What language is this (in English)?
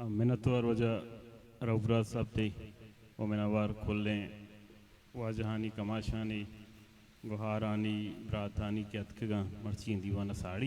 Baluchi